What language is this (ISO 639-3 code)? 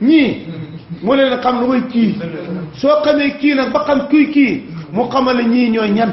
wol